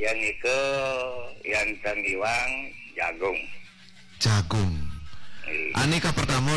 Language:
Balinese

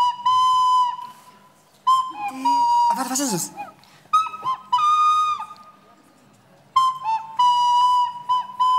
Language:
German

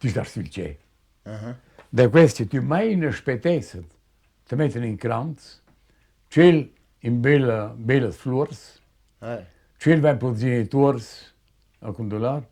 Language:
Romansh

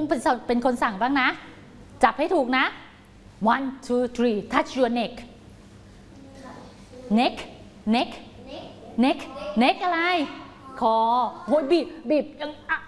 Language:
Thai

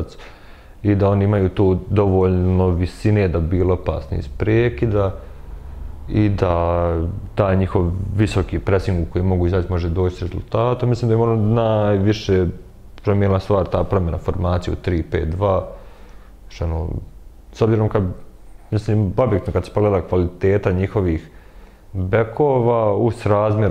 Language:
Bosnian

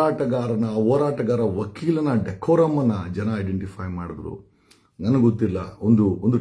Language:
Kannada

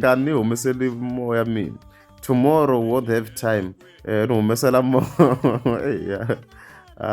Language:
Tsonga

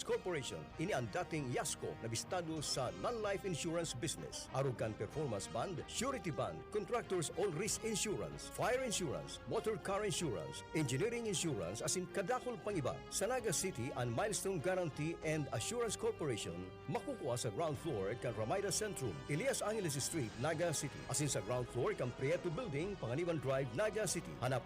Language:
Bikol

